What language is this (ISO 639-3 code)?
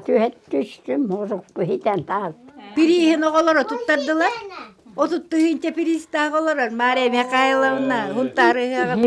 sah